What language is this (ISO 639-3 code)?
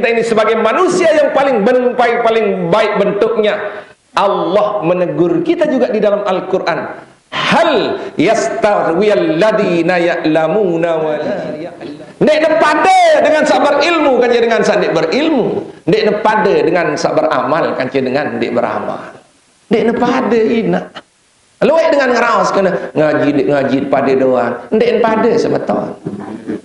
sas